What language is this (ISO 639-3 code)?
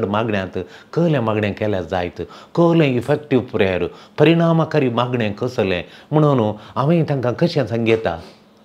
kok